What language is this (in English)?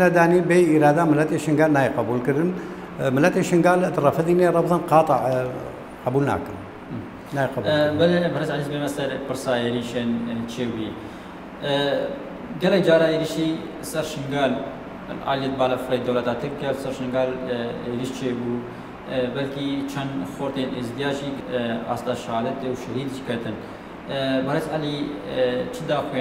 Kurdish